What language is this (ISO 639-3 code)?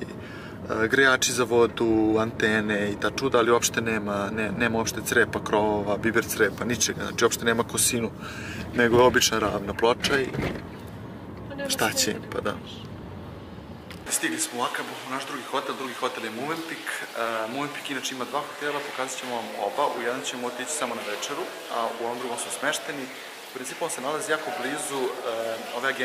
srp